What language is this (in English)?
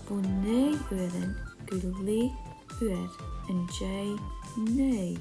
Scottish Gaelic